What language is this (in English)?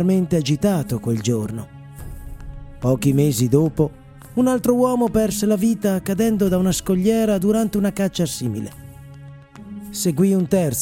Italian